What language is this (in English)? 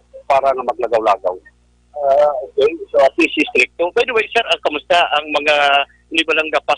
Hiligaynon